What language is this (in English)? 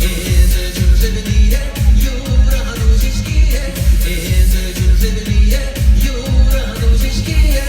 Chuvash